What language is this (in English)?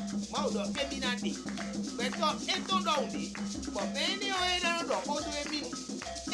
Fon